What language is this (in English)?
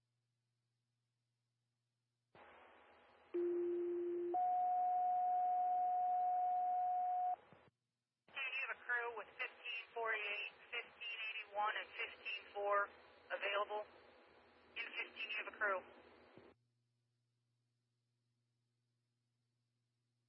English